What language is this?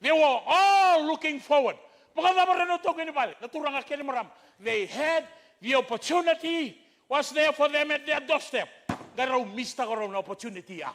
Fijian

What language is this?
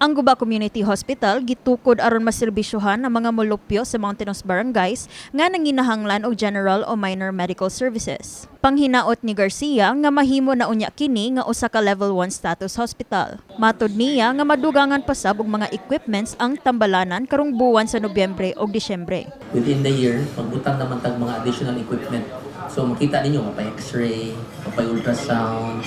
Cebuano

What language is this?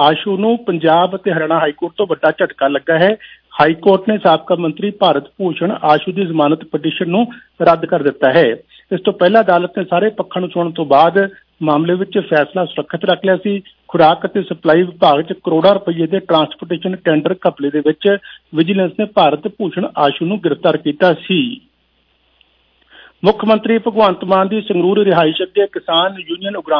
Punjabi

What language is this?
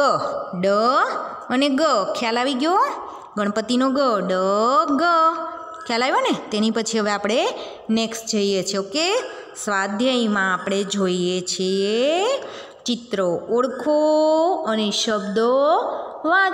Gujarati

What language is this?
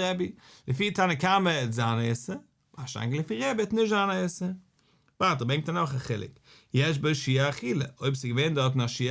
Yiddish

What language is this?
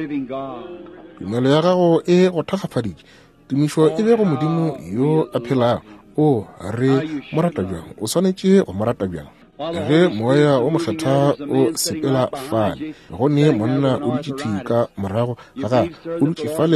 Northern Sotho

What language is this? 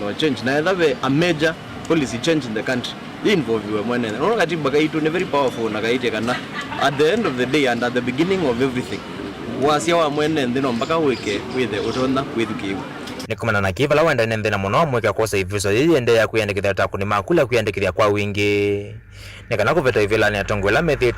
Kamba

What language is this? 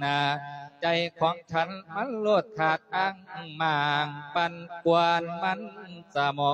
Lao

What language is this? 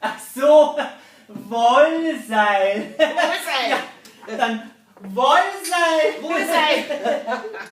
Bavarian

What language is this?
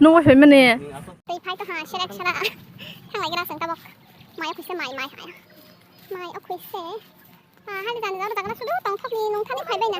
Kok Borok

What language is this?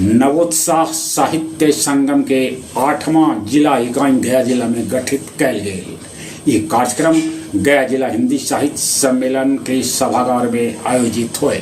Magahi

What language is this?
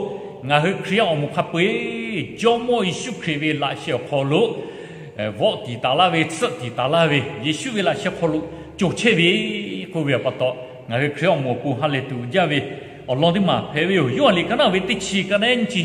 Lahu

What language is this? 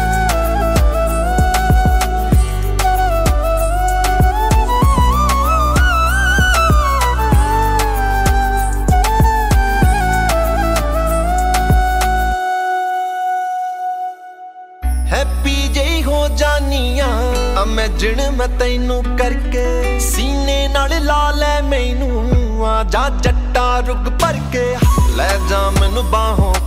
Punjabi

